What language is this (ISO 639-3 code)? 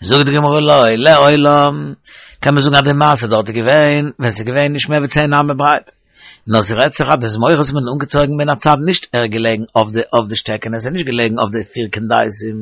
yid